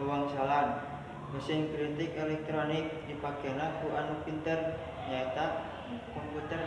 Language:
Sundanese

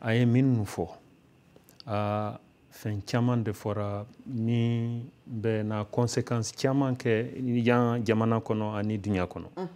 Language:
Bambara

